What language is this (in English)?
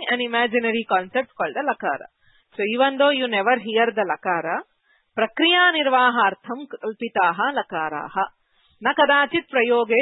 Sanskrit